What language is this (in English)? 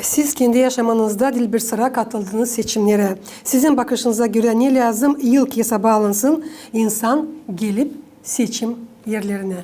Gagauz